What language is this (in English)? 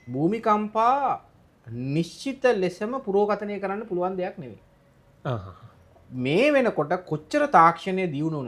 Sinhala